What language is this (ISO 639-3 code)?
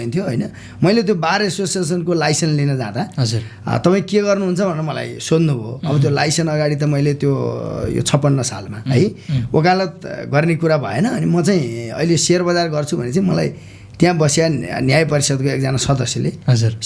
nep